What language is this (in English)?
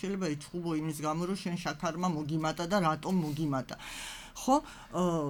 Georgian